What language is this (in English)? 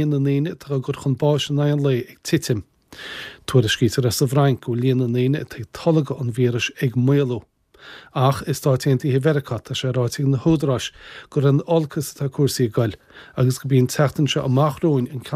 Irish